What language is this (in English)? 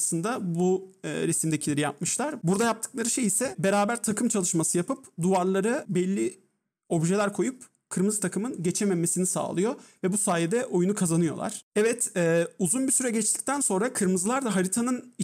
Turkish